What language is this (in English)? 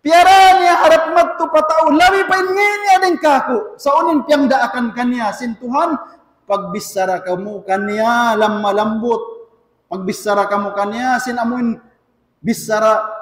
Tausug